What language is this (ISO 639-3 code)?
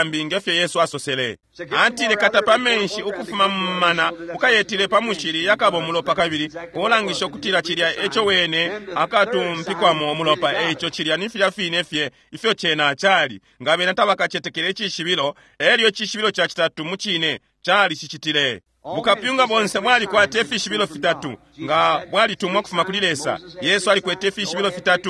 bem